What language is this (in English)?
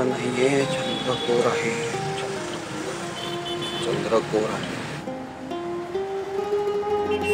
Marathi